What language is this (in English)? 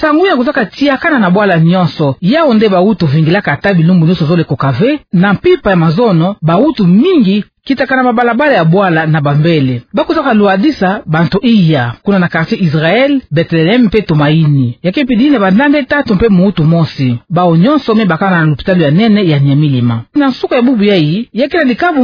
Kituba (Democratic Republic of Congo)